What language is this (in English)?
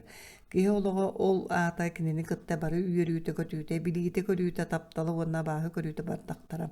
Yakut